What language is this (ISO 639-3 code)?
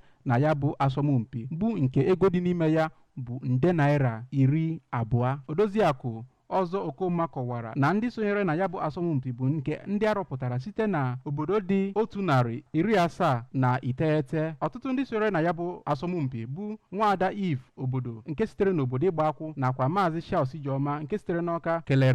ibo